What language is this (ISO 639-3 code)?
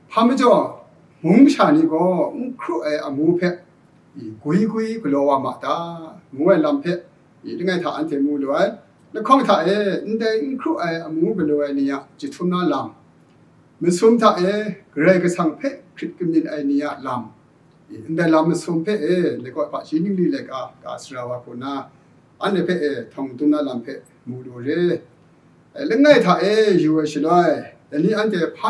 kac